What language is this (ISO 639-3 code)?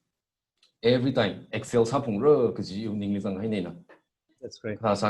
nmf